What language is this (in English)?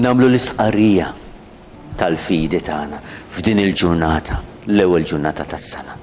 Maltese